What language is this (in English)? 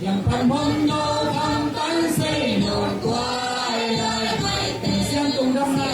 Tedim Chin